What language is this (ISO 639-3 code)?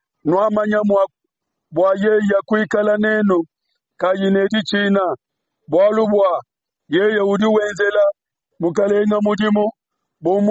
lua